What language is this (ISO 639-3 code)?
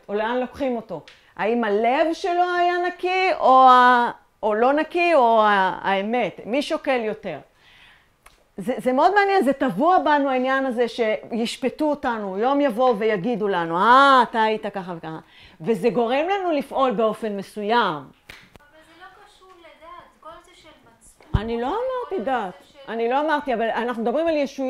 heb